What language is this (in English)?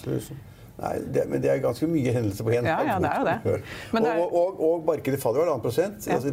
Norwegian